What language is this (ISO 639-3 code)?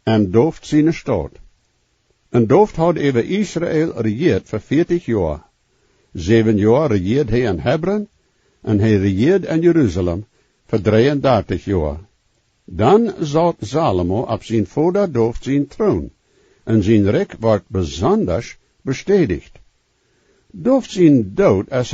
pdt